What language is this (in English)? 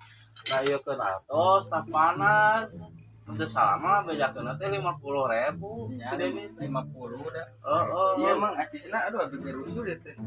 Sundanese